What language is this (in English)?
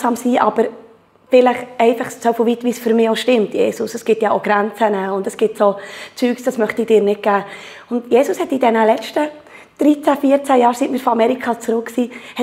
Swiss German